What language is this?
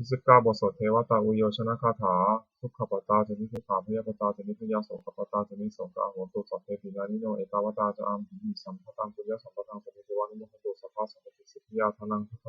Pali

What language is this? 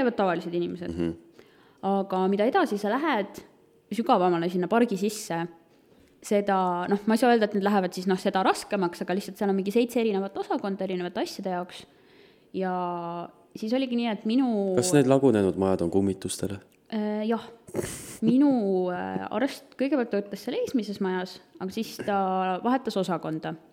Estonian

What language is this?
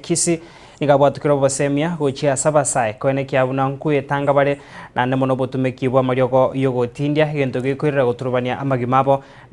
Gusii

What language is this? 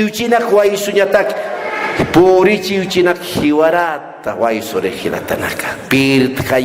Aymara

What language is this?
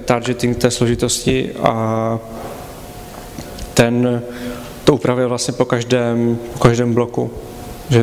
Czech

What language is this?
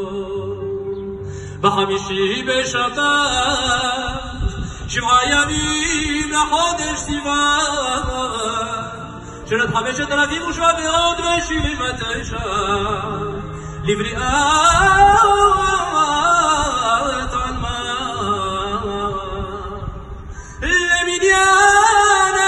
Hebrew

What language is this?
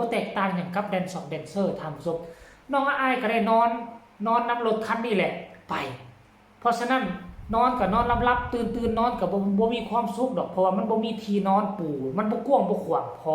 Northeastern Thai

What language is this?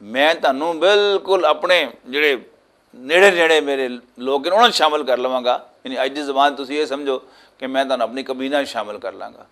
Western Panjabi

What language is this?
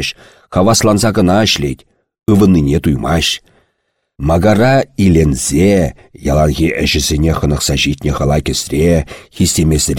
Chuvash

